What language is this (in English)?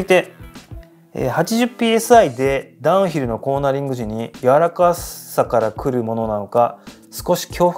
Japanese